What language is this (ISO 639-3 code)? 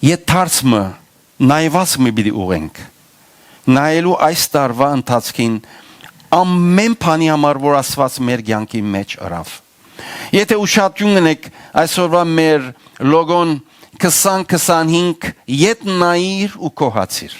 hyw